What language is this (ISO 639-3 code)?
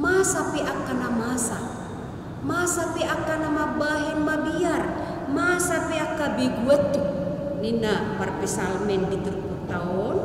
bbc